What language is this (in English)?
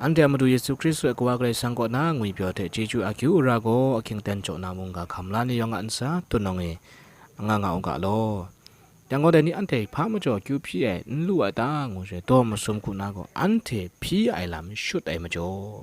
Kachin